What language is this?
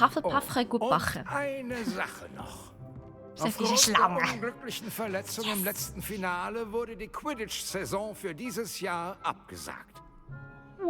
Swiss German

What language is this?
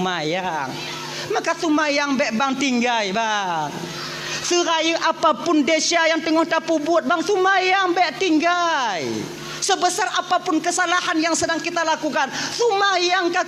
Achinese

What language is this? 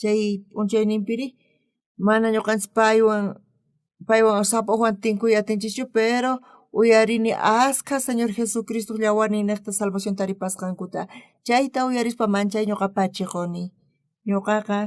South Bolivian Quechua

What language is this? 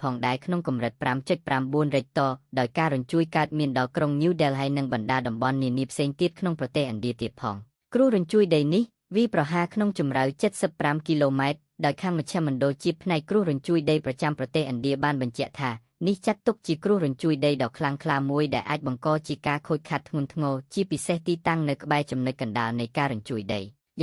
Khmer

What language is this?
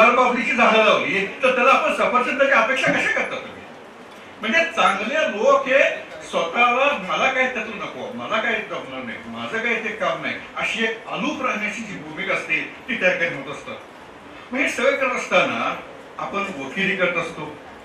Marathi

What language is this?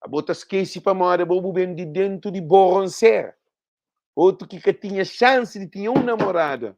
Kabuverdianu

